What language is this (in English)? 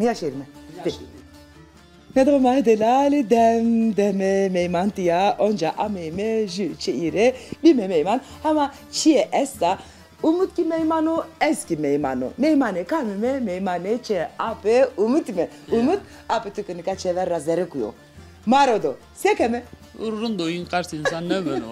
Zaza